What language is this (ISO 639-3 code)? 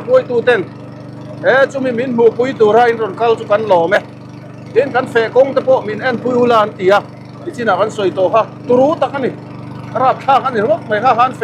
lus